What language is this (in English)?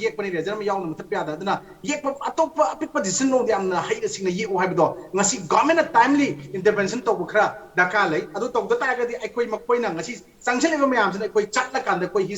Manipuri